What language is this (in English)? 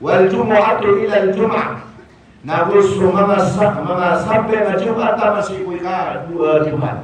Maranao